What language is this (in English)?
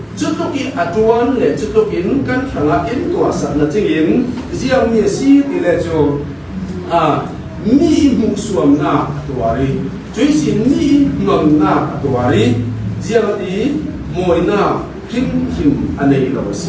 Falam Chin